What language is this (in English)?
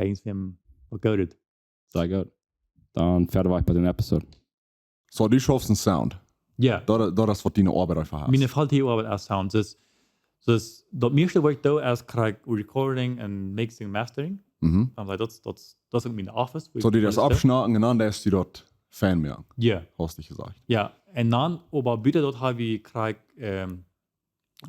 Plautdietsch